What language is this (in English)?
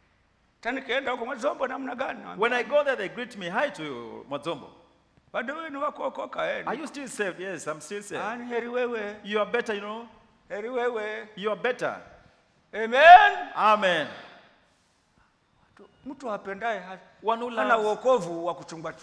Swahili